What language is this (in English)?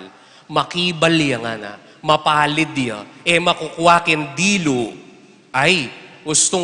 Pampanga